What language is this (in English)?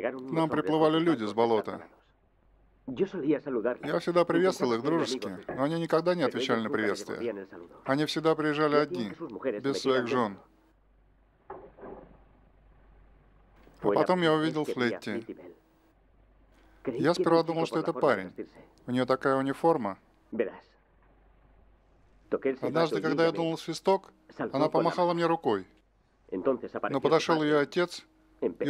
Russian